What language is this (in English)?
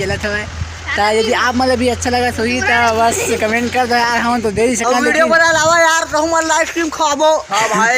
Chhattisgarhi